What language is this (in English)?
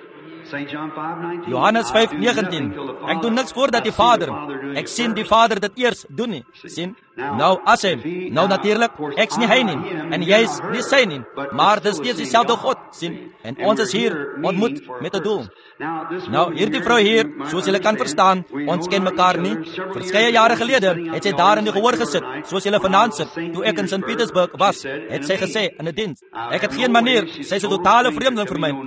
Afrikaans